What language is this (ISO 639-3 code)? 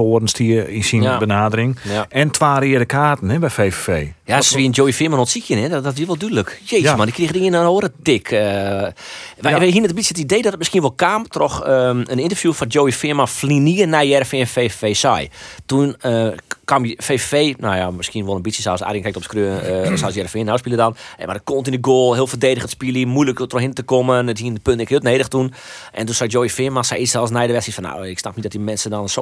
fry